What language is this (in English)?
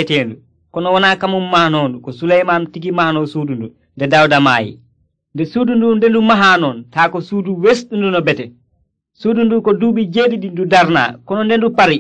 Nigerian Fulfulde